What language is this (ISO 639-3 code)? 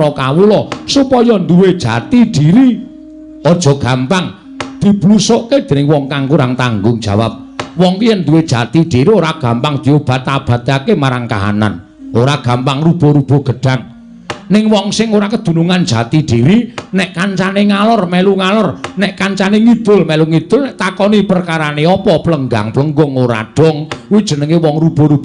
jav